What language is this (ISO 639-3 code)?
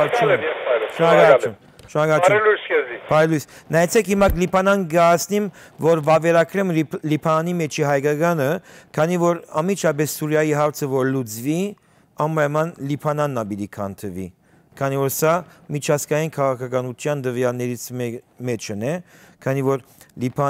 hyw